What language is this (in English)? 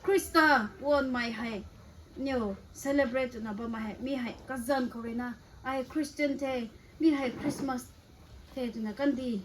Rongmei Naga